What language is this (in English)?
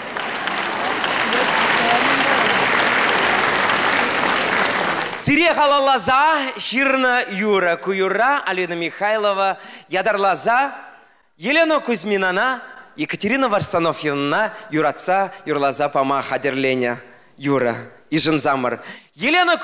Chuvash